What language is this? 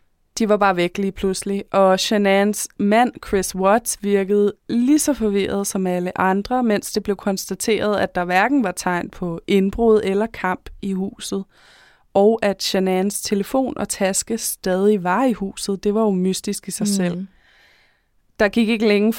Danish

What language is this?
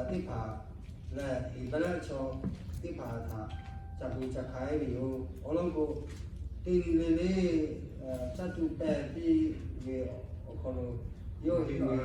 Lahu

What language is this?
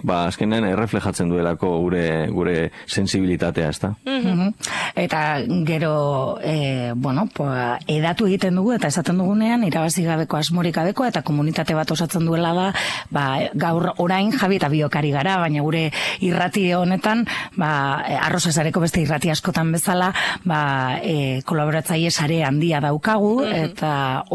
Basque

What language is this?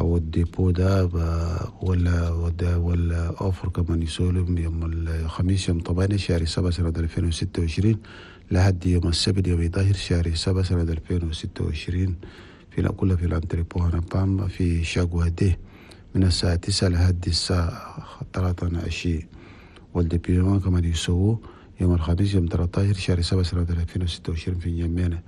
Chadian Arabic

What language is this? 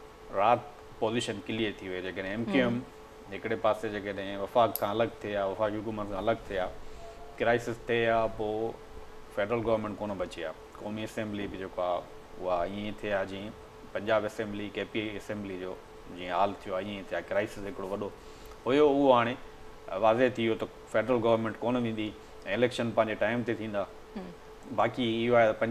Sindhi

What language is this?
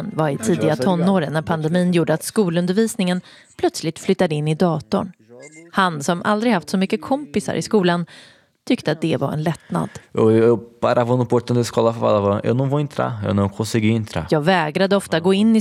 Swedish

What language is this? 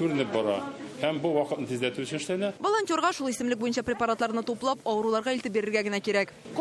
Tatar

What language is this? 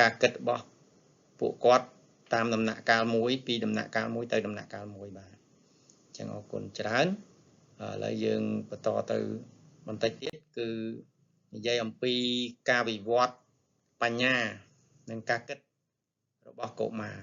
Khmer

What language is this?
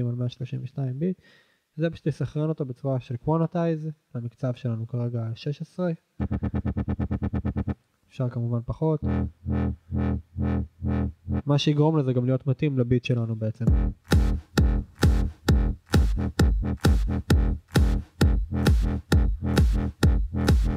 Hebrew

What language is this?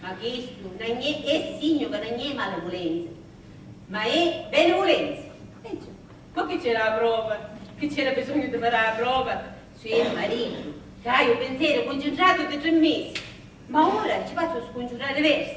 Sicilian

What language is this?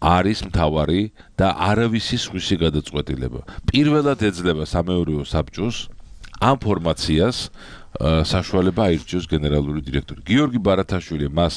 Georgian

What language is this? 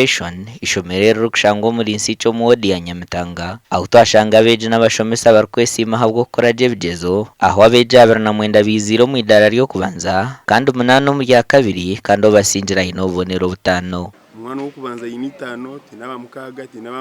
Nyankole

